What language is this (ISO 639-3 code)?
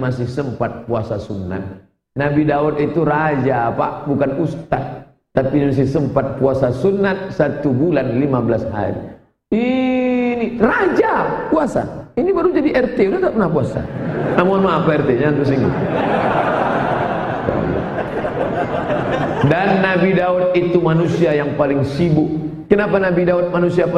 ind